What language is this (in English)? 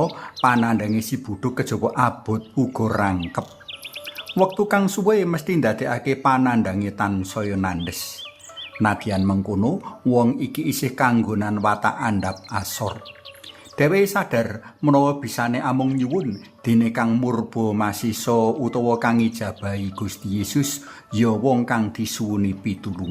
Javanese